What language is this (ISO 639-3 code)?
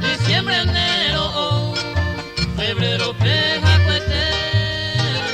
grn